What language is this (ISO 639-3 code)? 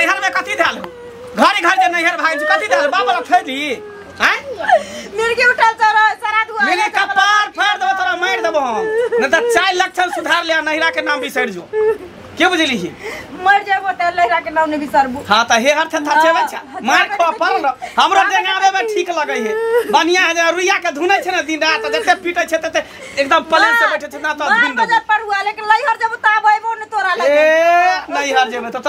mai